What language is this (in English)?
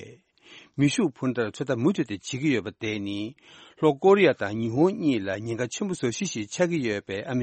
Tibetan